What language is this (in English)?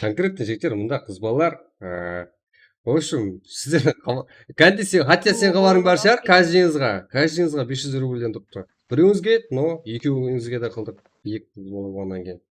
Kara-Kalpak